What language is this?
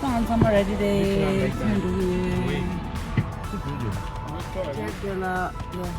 Tibetan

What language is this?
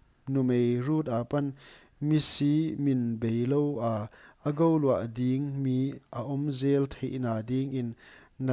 Paite Chin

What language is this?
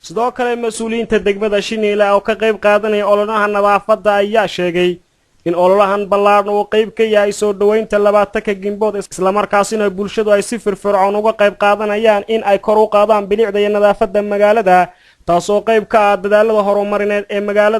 Somali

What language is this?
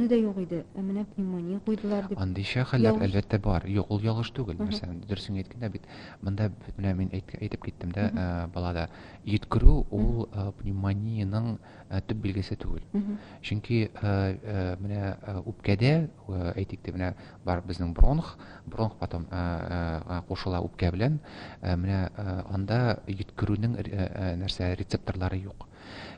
Tatar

